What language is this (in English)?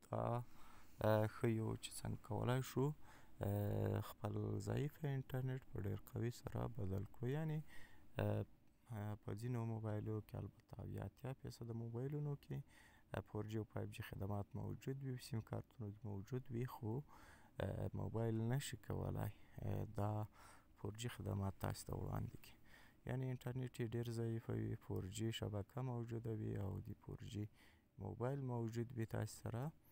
Pashto